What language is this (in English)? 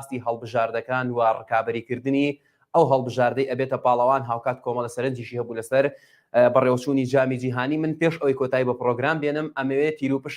Central Kurdish